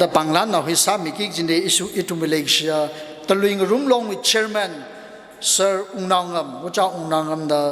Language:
Tangkhul Naga (India)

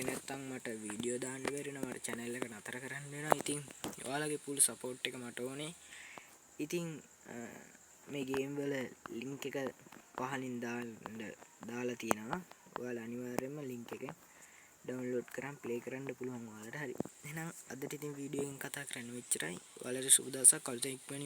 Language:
Sinhala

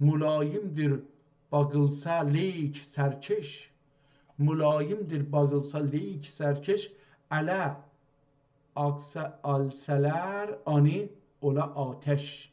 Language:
South Azerbaijani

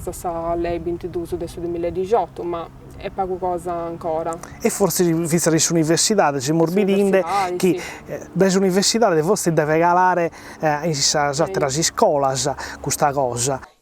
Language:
Sardinian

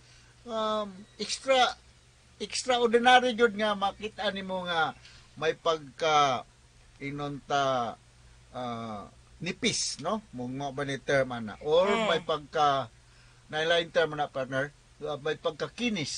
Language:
Cebuano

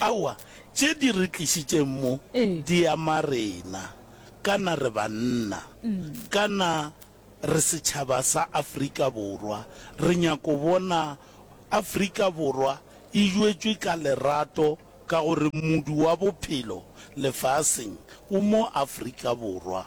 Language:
Northern Sotho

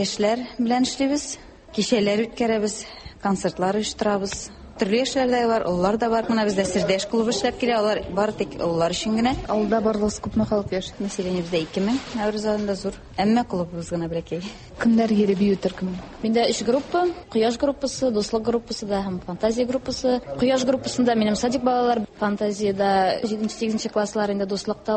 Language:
Tatar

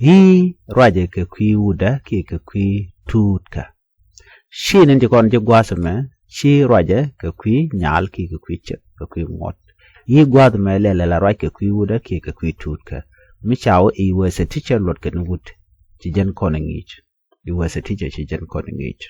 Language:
Nuer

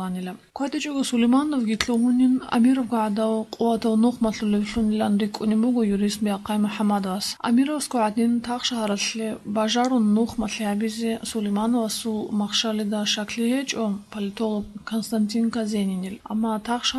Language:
Avaric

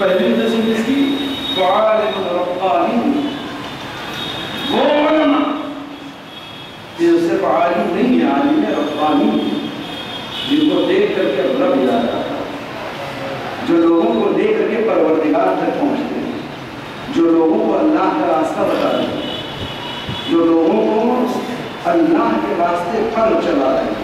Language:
Urdu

